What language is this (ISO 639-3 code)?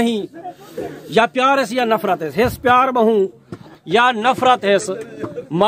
skr